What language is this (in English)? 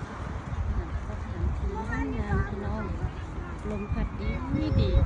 Lao